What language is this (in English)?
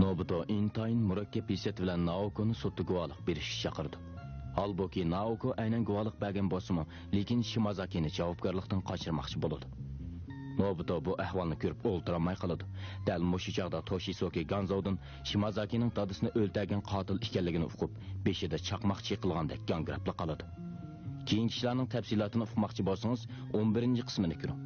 Uyghur